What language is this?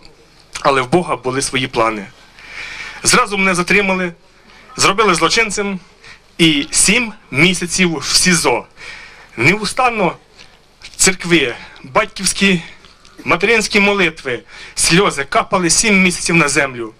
Ukrainian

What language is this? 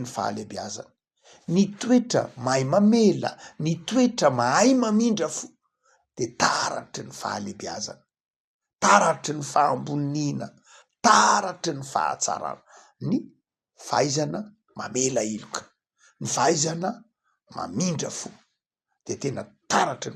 Malagasy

